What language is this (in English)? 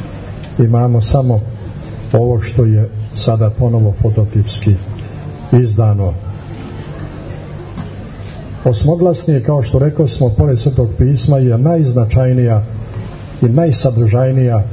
Serbian